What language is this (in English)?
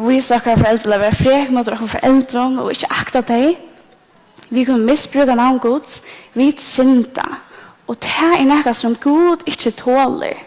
Faroese